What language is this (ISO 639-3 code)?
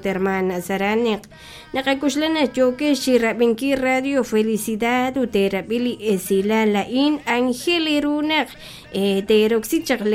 kek